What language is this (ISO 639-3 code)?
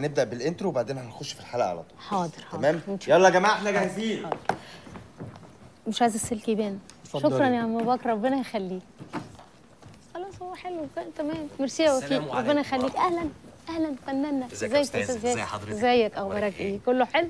arz